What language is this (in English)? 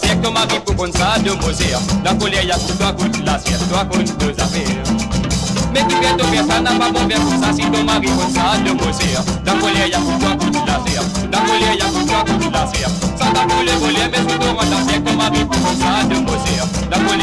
Morisyen